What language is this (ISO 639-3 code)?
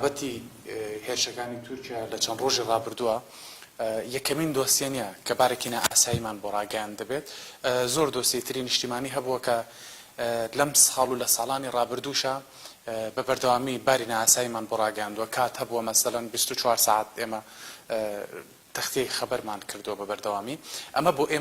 ckb